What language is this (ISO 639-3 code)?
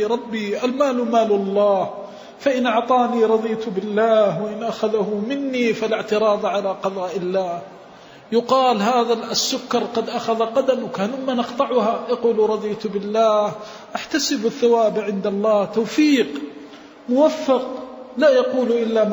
ara